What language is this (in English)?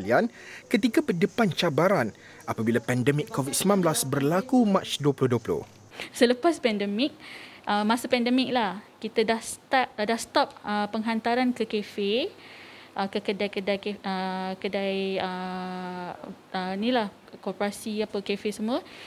Malay